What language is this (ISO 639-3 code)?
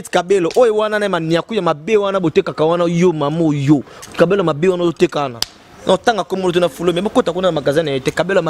lin